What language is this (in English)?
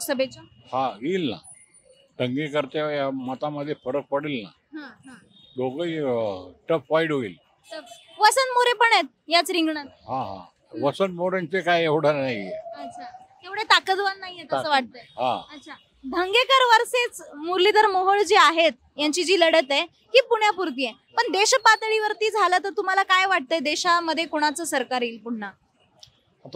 Marathi